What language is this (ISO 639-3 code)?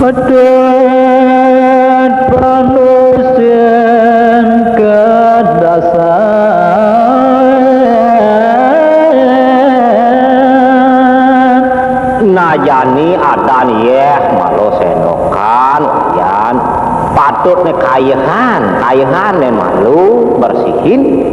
ban